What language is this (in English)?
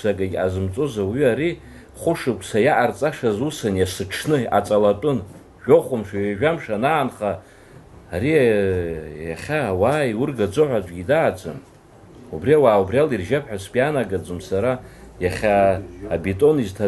Abkhazian